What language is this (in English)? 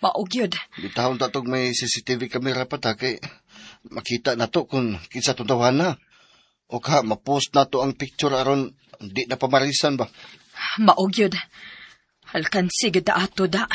Cebuano